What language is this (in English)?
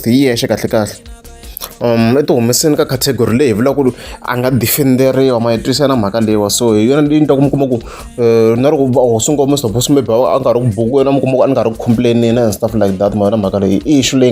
Tsonga